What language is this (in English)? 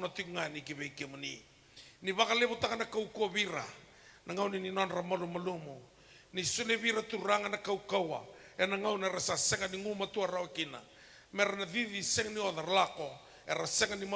Fijian